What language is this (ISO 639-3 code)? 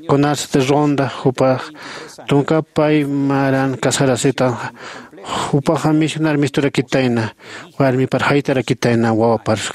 aym